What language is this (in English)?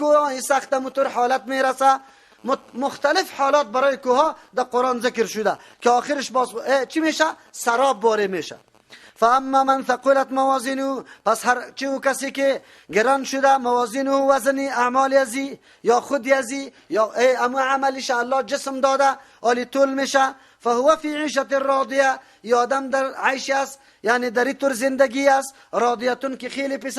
Persian